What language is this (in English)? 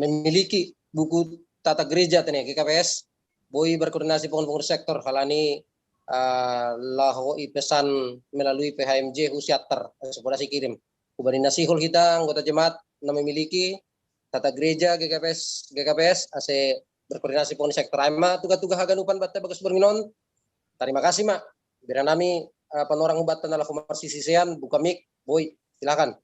Batak Simalungun